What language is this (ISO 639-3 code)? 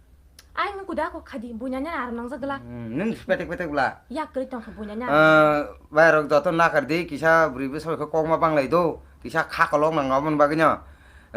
trp